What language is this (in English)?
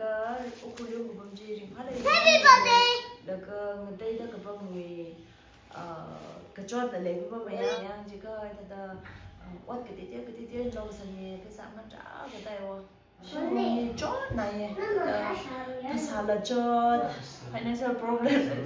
Tangkhul Naga (India)